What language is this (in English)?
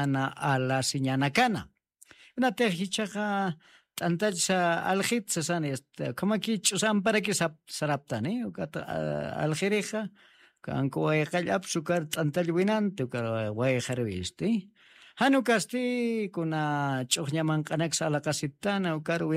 Aymara